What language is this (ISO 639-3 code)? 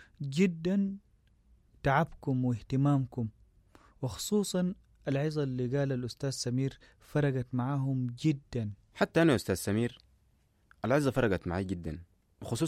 apd